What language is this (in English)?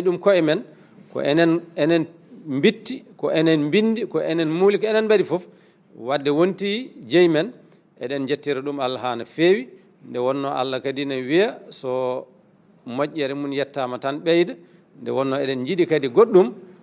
Fula